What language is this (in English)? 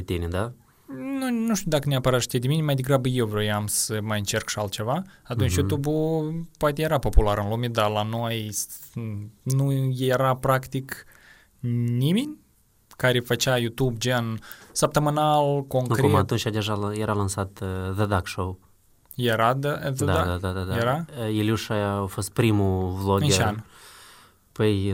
Romanian